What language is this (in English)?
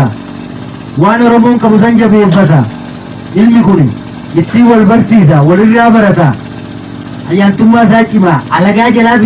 Oromo